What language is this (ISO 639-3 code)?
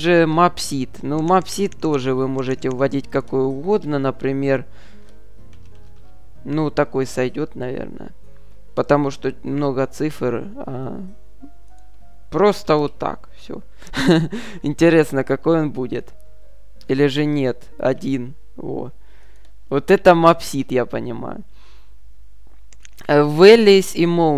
rus